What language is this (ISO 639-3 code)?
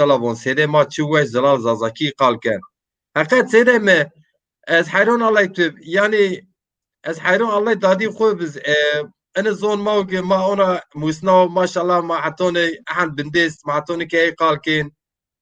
zza